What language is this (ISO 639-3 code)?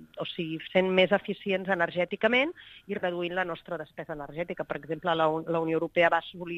cat